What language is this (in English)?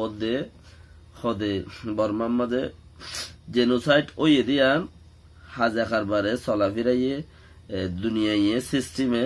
Rohingya